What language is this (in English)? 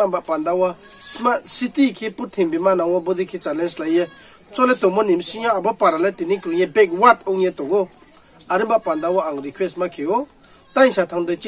Riang (India)